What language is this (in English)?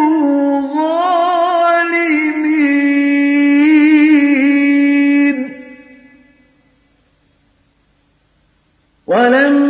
Arabic